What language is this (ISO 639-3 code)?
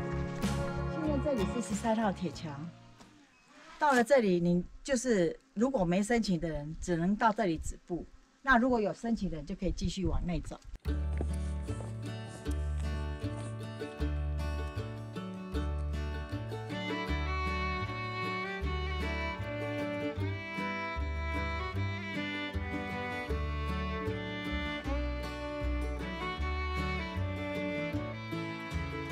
zho